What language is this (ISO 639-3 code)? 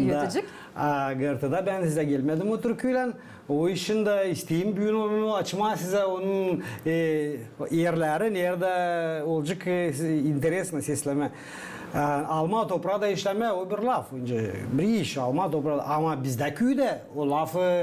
gag